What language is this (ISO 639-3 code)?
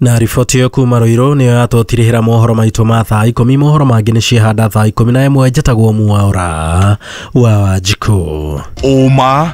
kik